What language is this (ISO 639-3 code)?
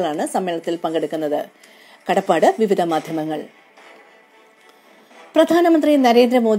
mal